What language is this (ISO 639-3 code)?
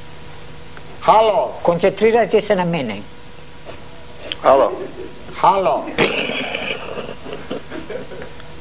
hrv